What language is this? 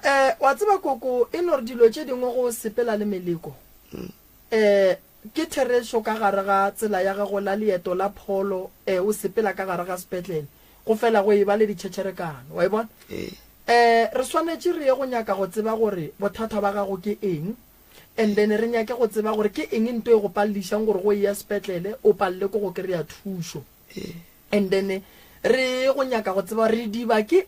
Northern Sotho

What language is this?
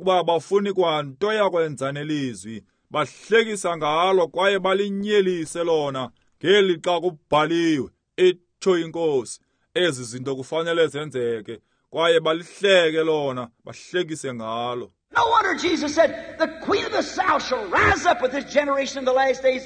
Xhosa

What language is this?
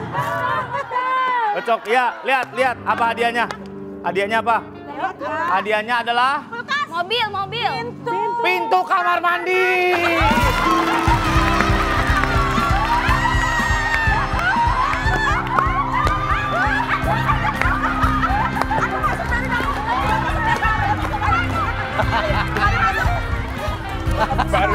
Indonesian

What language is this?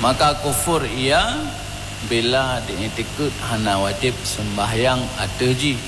Achinese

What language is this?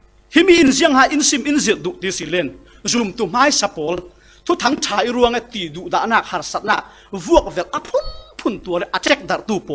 Falam Chin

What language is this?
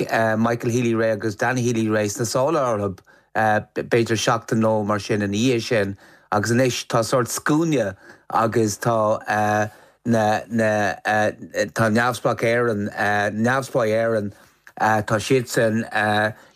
Irish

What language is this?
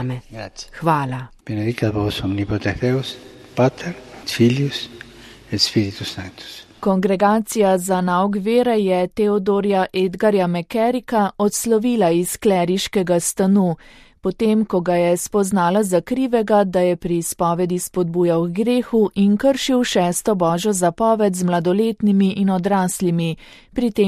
Slovenian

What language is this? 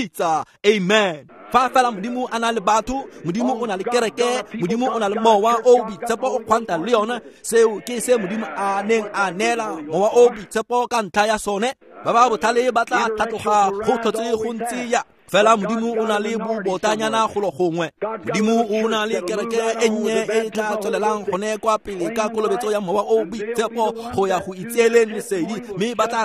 Tswana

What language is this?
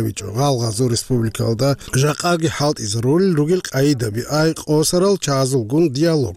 Avaric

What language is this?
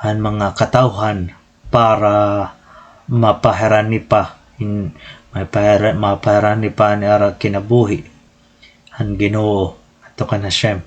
Waray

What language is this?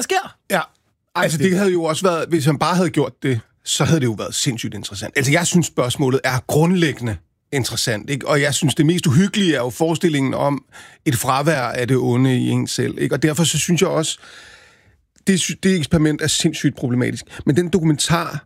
Danish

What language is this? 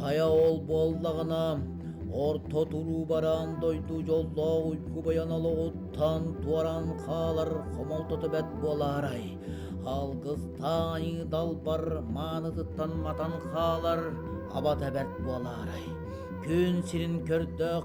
Yakut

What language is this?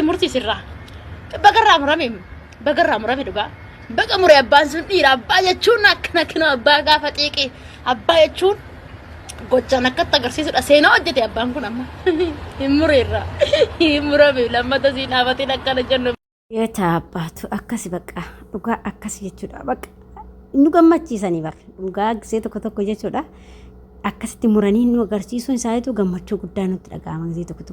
Oromo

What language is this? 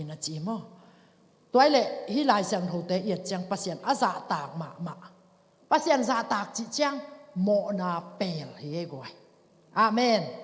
Tedim Chin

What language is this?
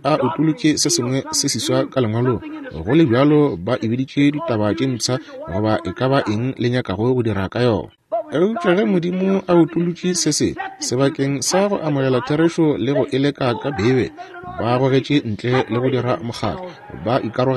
Northern Sotho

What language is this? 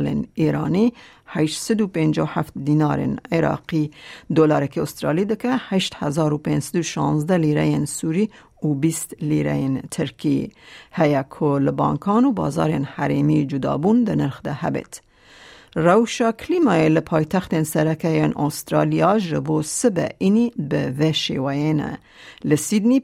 Kurdish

